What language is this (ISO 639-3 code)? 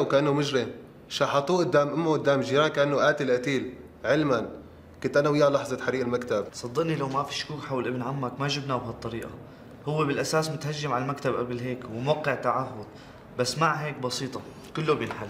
apc